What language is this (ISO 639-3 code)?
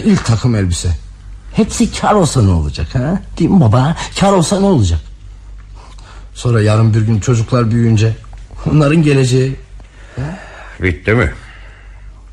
tur